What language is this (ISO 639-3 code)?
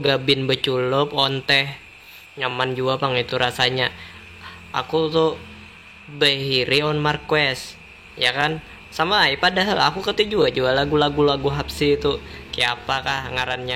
bjn